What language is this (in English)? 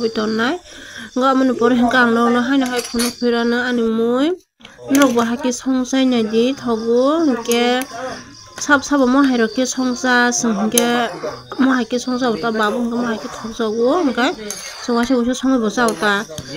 Kok Borok